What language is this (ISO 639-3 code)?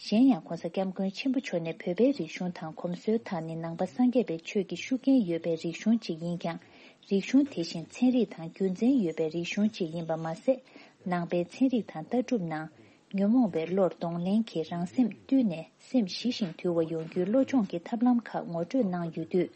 bod